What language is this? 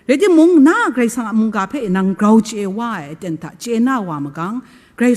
Kachin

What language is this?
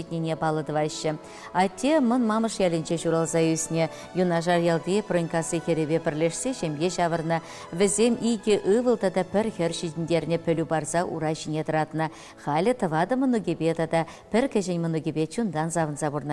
Chuvash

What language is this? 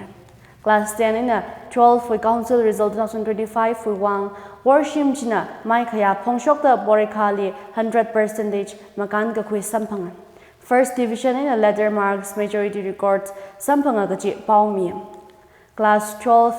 Tangkhul Naga (India)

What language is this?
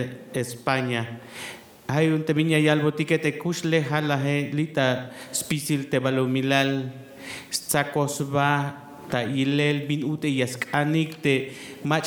Tzeltal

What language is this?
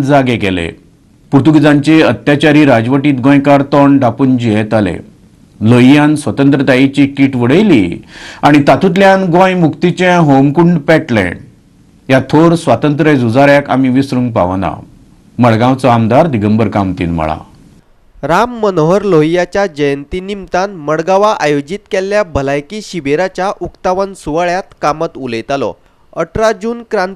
Konkani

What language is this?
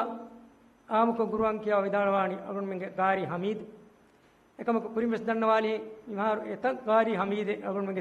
Divehi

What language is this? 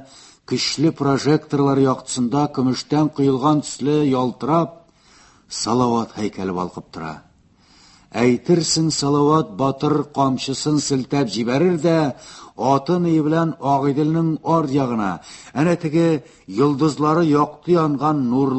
Tatar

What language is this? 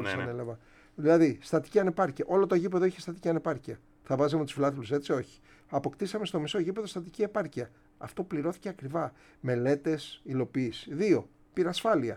Greek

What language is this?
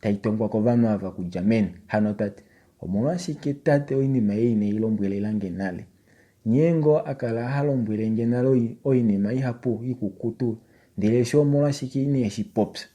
Kuanyama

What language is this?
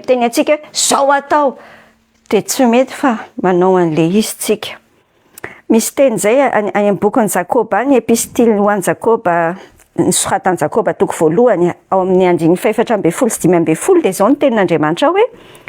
Malagasy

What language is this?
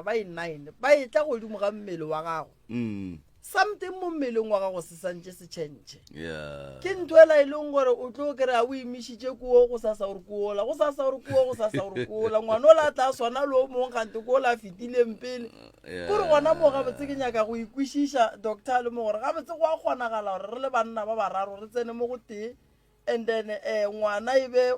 Northern Sotho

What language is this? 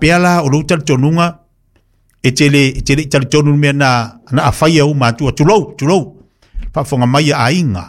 Samoan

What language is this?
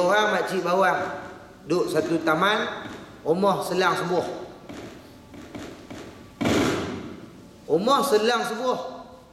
Malay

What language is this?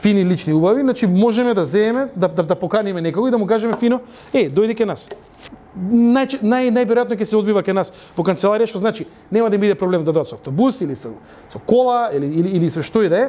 Macedonian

